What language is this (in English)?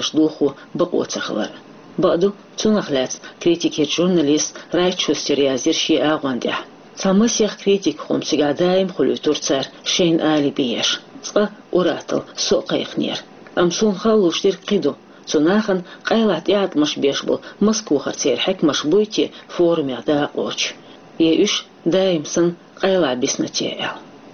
Chechen